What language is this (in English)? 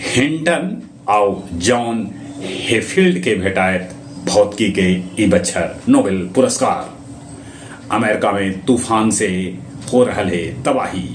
Magahi